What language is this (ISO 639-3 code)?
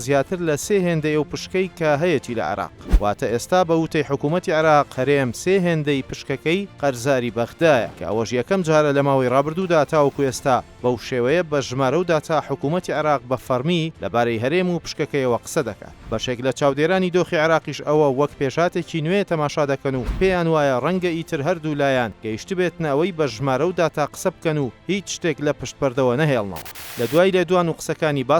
ckb